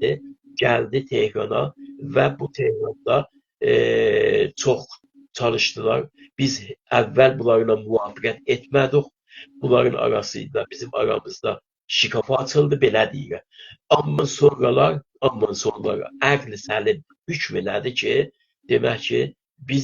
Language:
South Azerbaijani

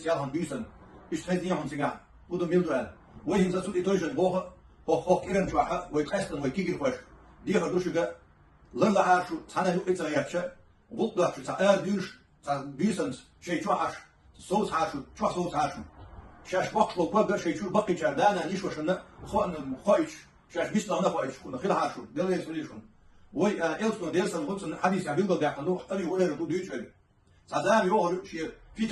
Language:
Chechen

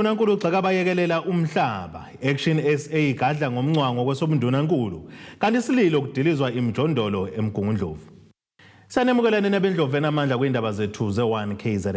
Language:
Zulu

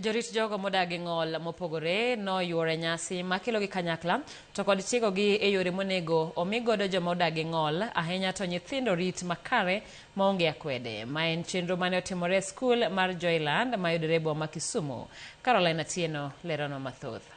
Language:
Luo (Kenya and Tanzania)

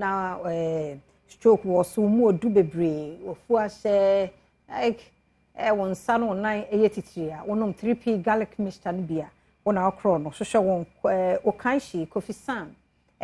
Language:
Akan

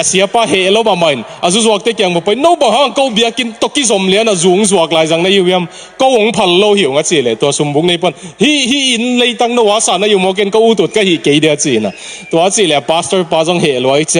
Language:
Tedim Chin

